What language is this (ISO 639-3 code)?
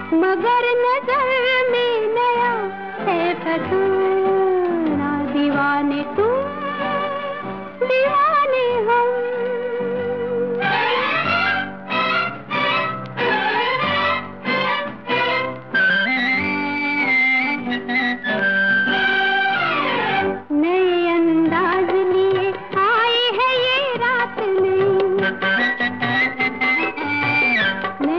hin